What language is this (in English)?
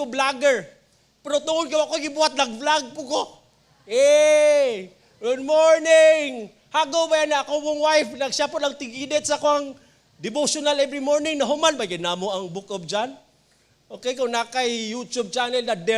Cebuano